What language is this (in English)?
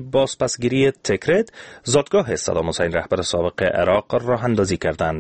Persian